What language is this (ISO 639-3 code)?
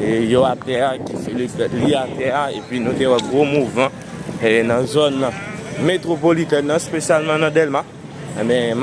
hat